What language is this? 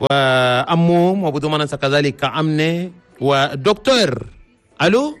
Chadian Arabic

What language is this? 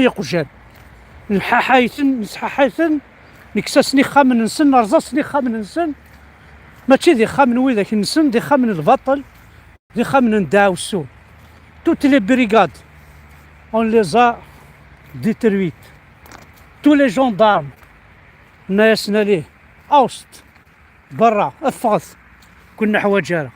Kabyle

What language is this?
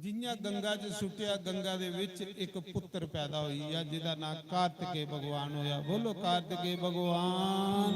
Dogri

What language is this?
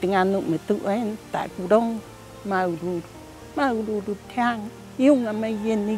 Rapanui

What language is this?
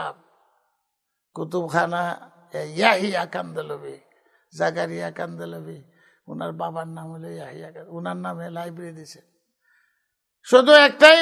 Bangla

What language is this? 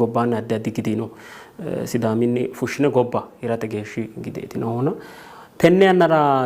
Sidamo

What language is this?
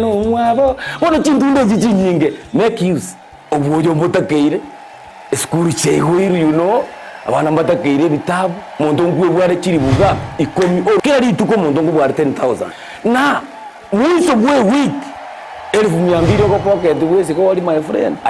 Gusii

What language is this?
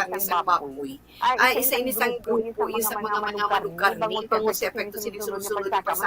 Hiligaynon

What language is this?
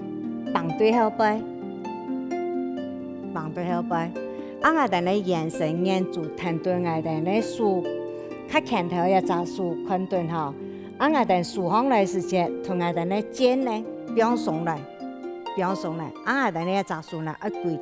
Hakka Chinese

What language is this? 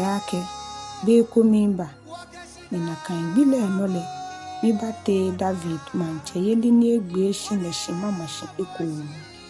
Ga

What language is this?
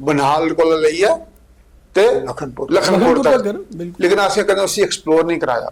Dogri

